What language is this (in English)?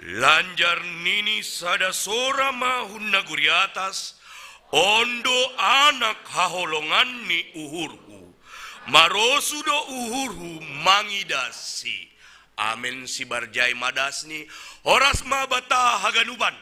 Batak Simalungun